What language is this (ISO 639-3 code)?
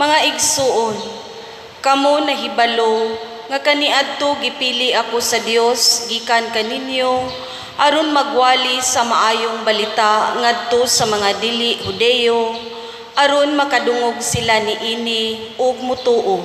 ceb